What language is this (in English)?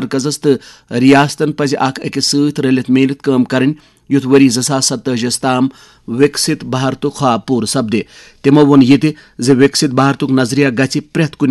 Kashmiri